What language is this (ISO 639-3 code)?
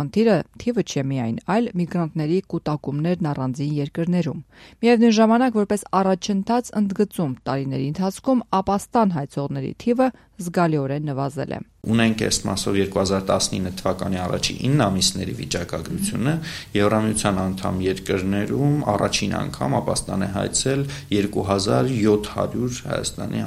hye